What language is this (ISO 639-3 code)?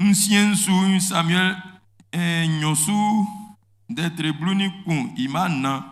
bci